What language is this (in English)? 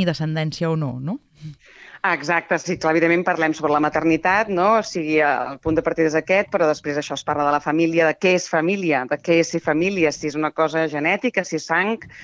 Catalan